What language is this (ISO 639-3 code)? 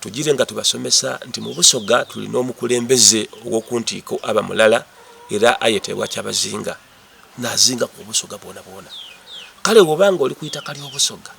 xog